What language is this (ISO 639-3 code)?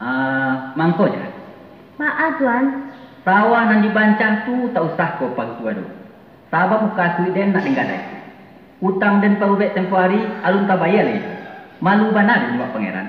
min